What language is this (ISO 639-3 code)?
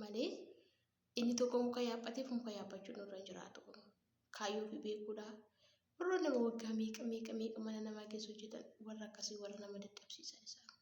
orm